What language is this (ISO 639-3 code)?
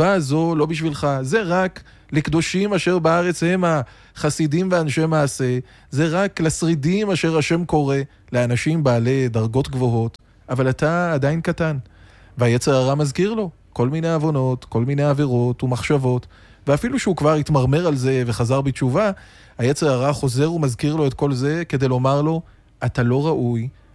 heb